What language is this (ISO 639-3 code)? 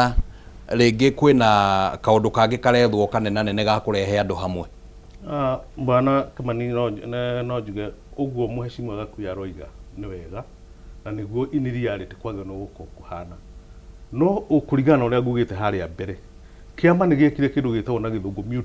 kik